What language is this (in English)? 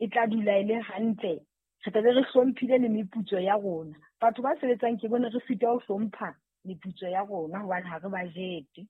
Southern Sotho